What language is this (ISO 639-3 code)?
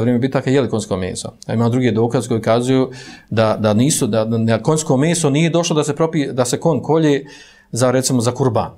bos